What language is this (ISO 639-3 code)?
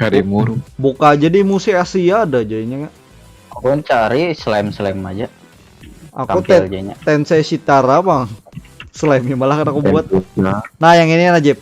bjn